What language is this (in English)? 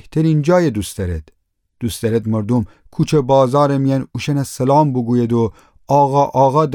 Gilaki